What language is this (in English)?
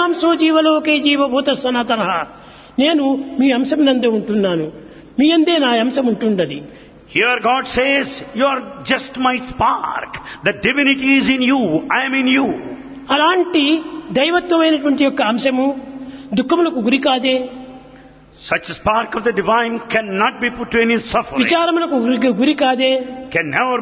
Telugu